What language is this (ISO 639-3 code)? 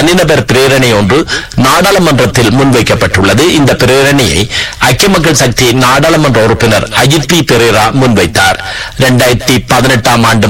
tam